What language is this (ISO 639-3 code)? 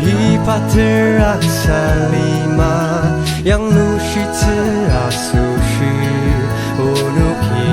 njo